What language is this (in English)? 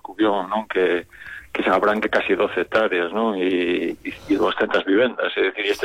Galician